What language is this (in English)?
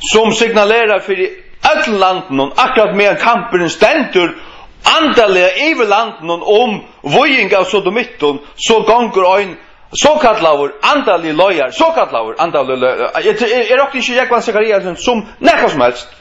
Faroese